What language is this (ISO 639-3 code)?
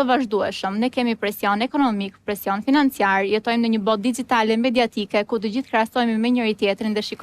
sqi